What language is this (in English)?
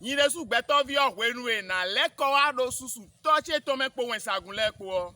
Fon